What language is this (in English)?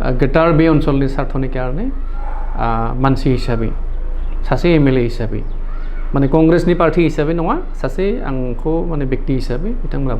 Bodo